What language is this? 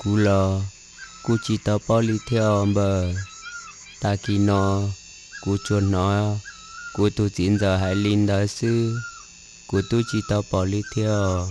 Hmong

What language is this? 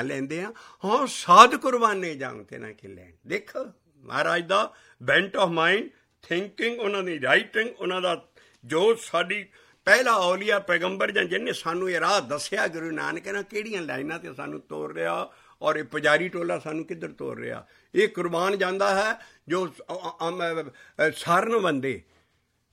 Punjabi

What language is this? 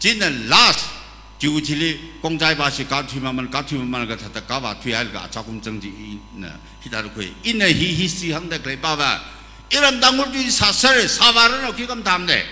Tangkhul Naga (India)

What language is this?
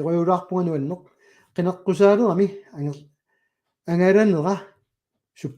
Kalaallisut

